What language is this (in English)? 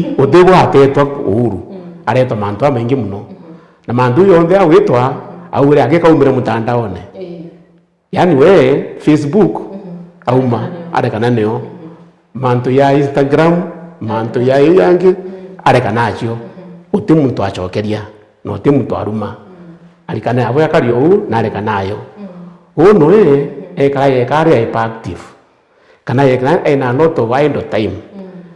Meru